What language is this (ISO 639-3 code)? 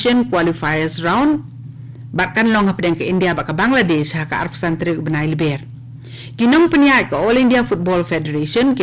kha